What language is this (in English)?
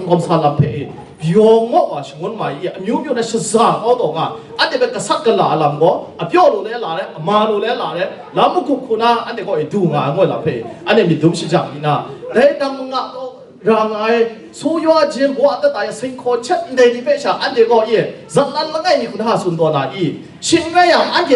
Kachin